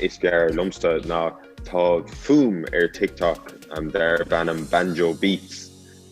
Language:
Irish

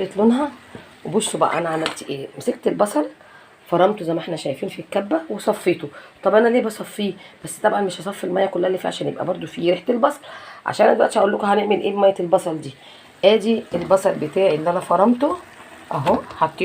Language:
Egyptian Arabic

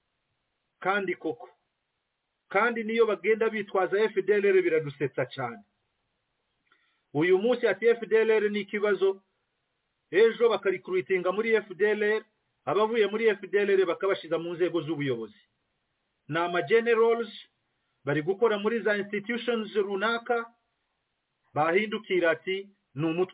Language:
Kinyarwanda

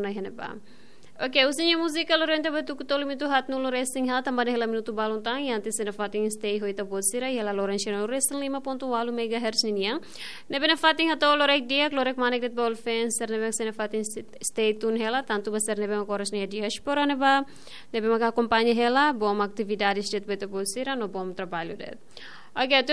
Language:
Tetum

